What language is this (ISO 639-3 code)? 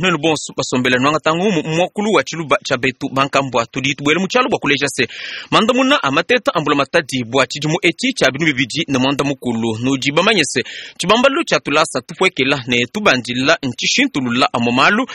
lua